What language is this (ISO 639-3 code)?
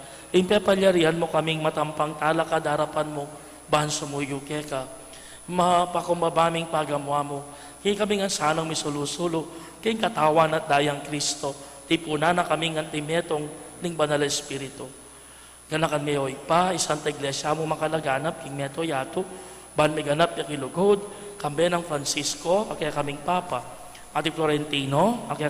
pam